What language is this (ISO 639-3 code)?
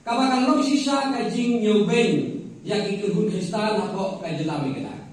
kha